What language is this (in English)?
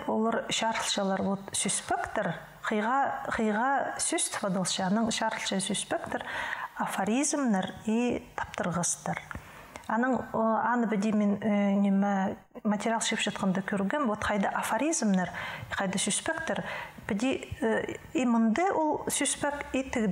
Khakas